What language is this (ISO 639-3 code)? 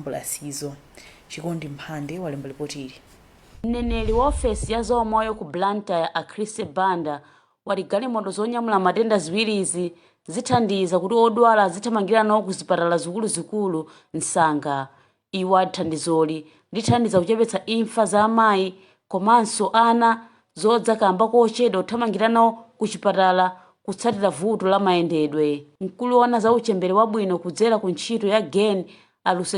nya